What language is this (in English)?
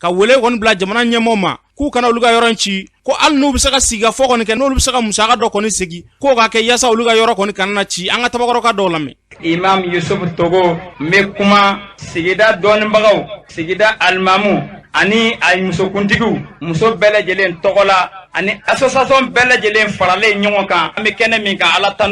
Bambara